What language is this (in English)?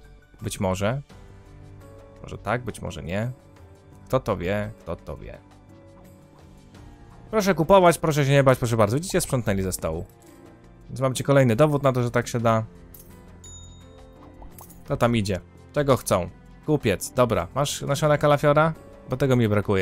Polish